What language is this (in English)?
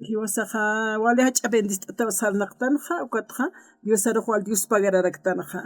Aymara